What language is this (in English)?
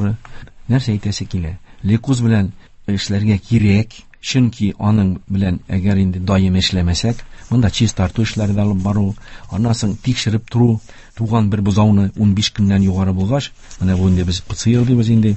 Tatar